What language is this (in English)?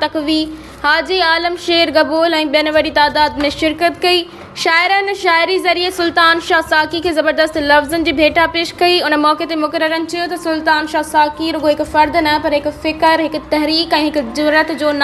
Sindhi